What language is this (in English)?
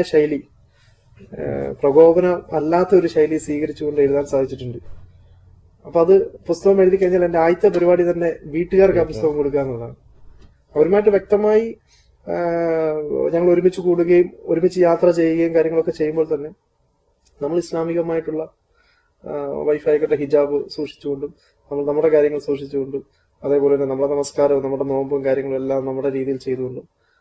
Malayalam